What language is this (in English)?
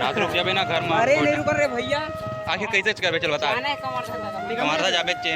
Chhattisgarhi